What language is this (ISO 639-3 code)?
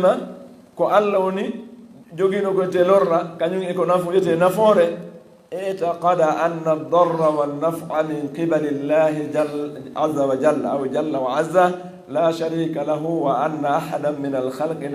ful